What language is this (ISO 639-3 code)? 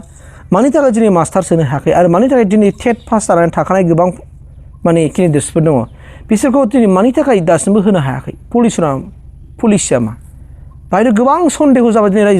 brx